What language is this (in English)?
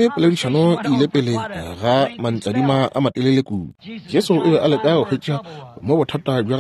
Northern Sotho